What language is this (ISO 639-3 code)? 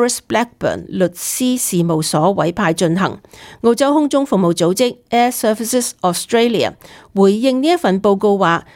yue